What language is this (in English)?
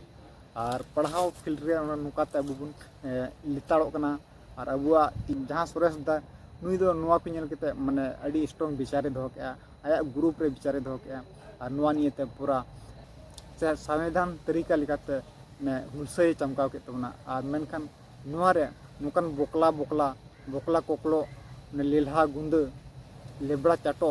Santali